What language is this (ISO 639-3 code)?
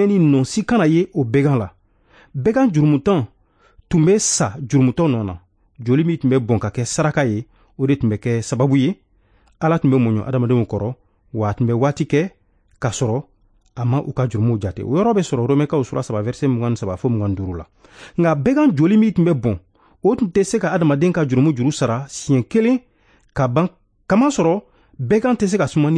bam